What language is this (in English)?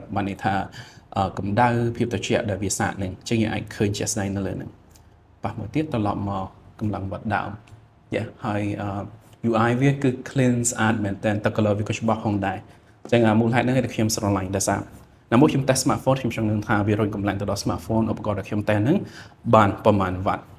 Khmer